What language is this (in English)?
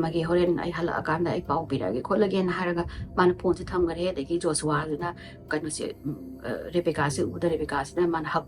Manipuri